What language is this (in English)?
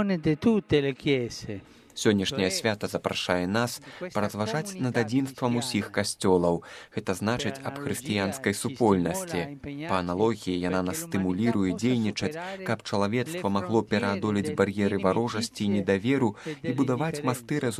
Belarusian